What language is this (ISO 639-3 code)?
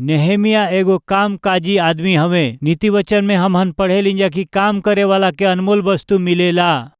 bho